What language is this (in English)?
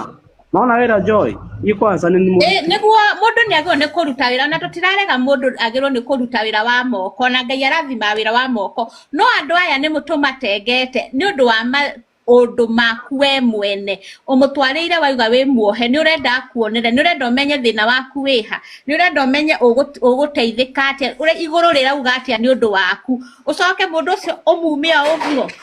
Kikuyu